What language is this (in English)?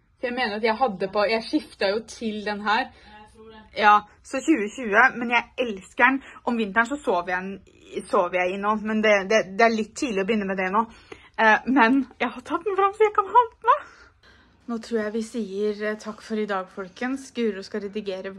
Norwegian